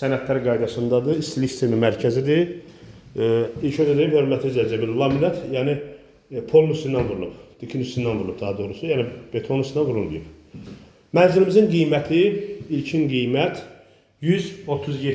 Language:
Azerbaijani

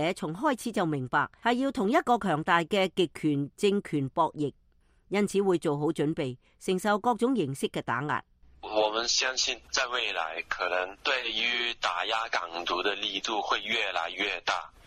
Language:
Cantonese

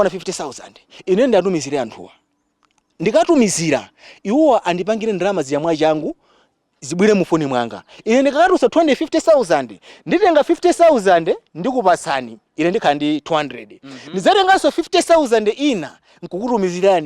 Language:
Nyanja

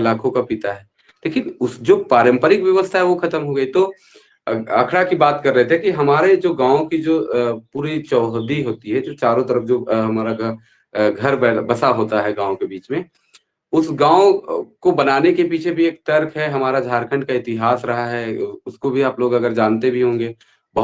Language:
Sadri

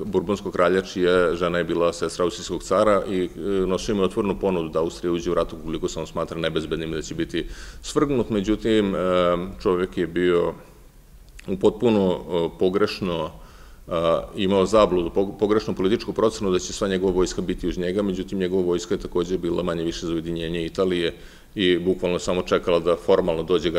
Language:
Serbian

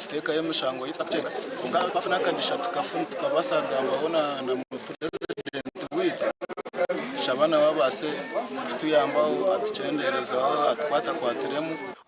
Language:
Nyankole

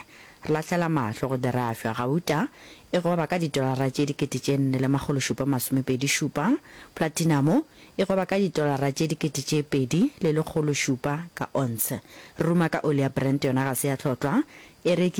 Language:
Northern Sotho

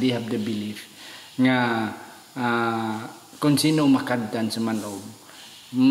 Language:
Hiligaynon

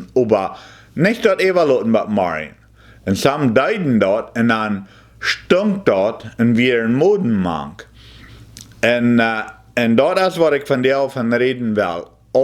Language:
Plautdietsch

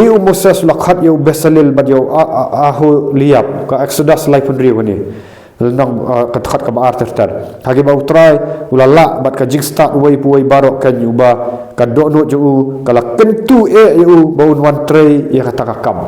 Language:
Khasi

